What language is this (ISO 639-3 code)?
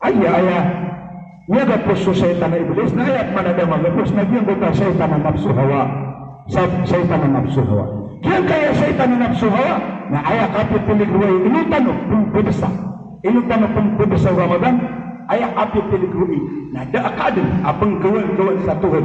mrw